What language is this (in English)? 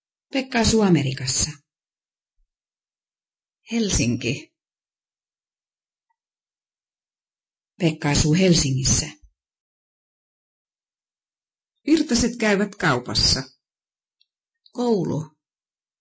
Finnish